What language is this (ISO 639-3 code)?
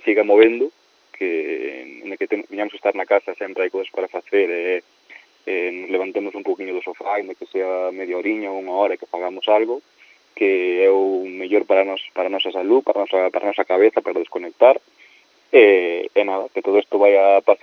glg